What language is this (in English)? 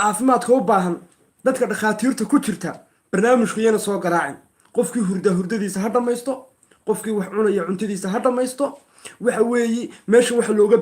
Somali